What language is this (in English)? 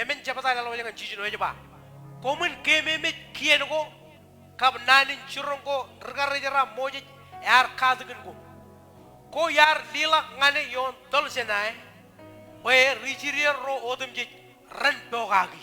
Marshallese